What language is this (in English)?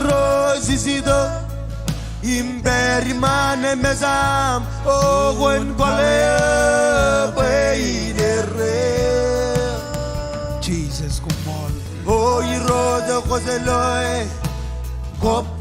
Marshallese